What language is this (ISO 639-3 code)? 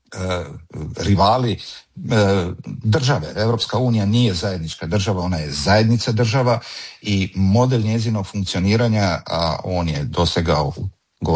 hrv